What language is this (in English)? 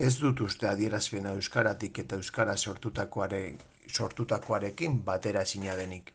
Basque